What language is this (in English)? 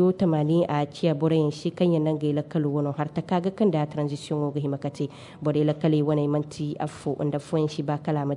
Zarma